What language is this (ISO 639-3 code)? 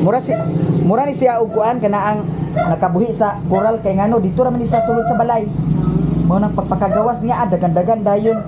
ceb